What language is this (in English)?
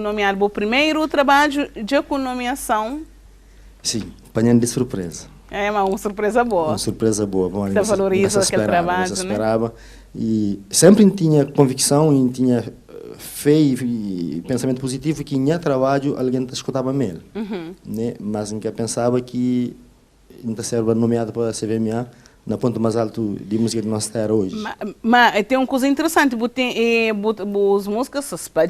Kabuverdianu